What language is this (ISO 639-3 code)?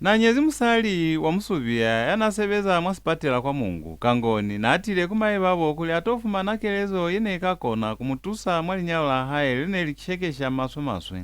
loz